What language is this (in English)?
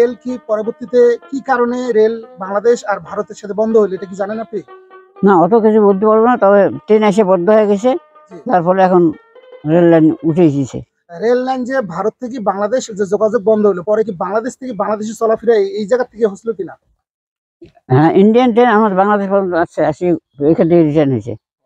Bangla